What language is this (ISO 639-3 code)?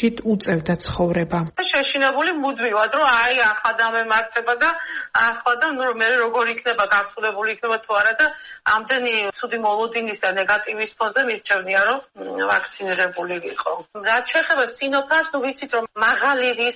kat